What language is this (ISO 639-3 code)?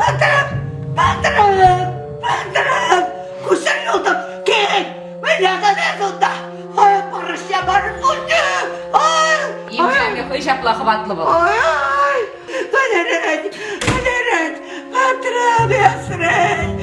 chv